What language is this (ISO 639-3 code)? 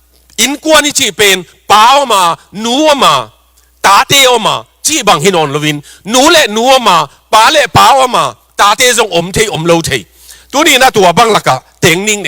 ctd